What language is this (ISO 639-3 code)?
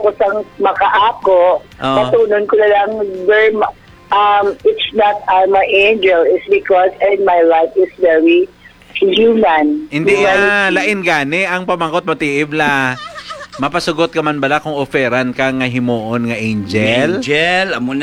hil